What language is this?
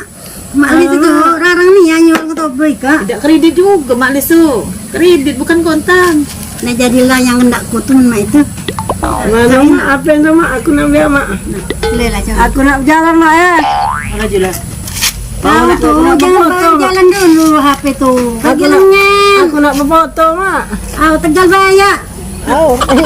Musi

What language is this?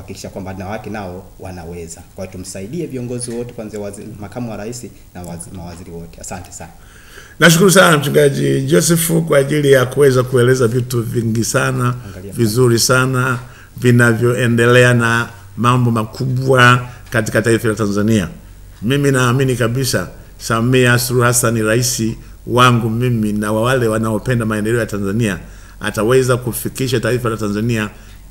Swahili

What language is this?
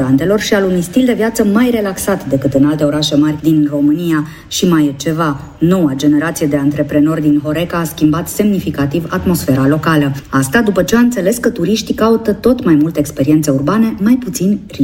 Romanian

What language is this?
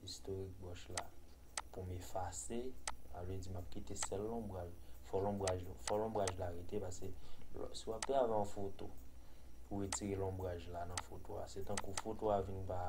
Haitian Creole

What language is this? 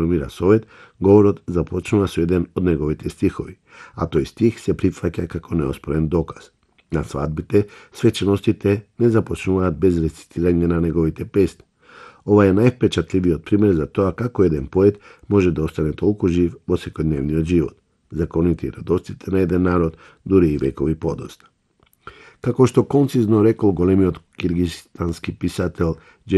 Macedonian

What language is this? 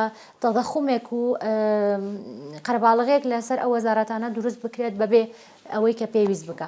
Central Kurdish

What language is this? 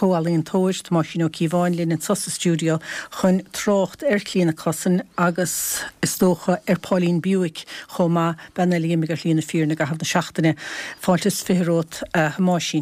Irish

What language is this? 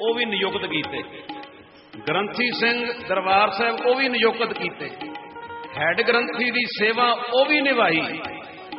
Punjabi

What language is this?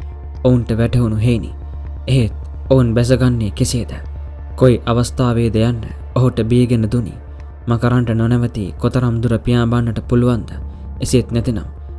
Sinhala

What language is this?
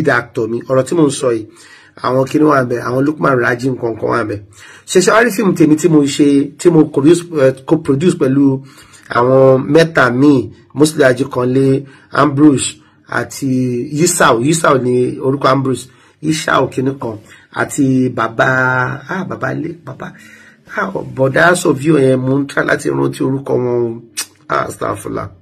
Yoruba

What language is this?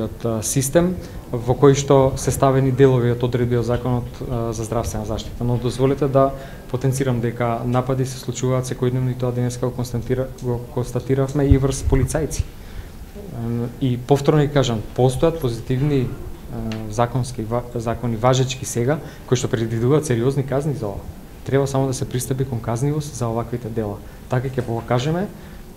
Macedonian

